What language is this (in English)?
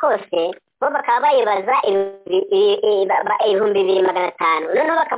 Kinyarwanda